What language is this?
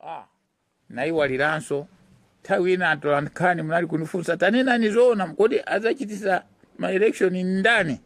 Nyanja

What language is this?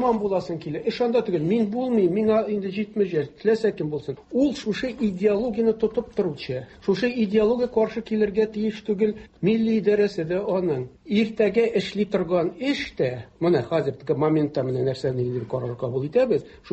Tatar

